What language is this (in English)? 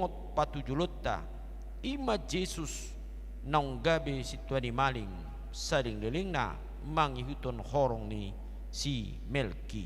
Batak Toba